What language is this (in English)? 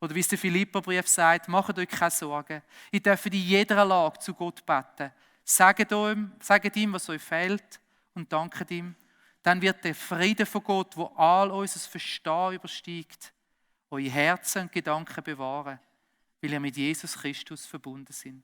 Swiss German